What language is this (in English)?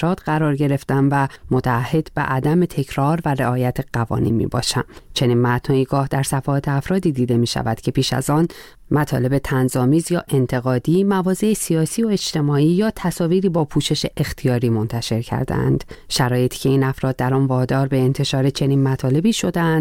Persian